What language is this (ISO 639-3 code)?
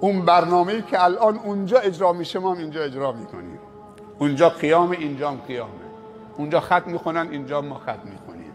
fas